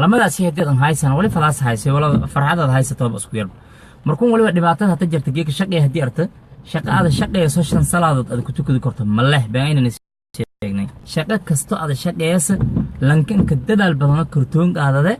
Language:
Somali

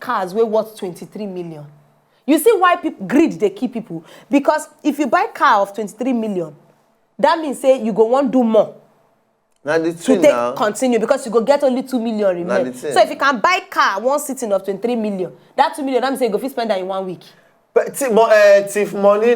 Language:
Nigerian Pidgin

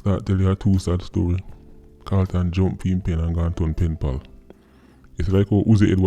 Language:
Jamaican Creole English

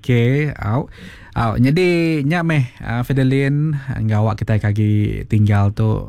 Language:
Iban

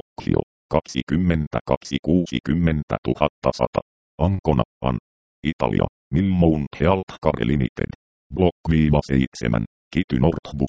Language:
Finnish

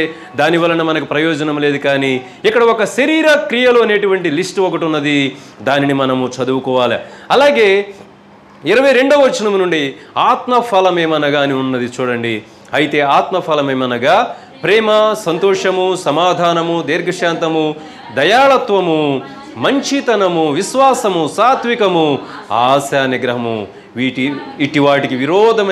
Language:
Telugu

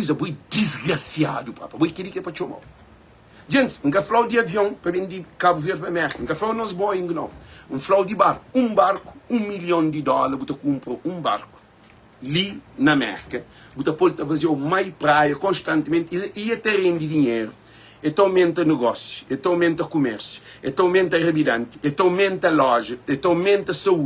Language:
Kabuverdianu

